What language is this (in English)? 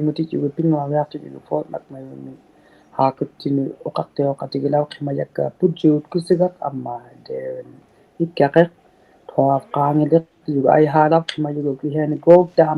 Inuktitut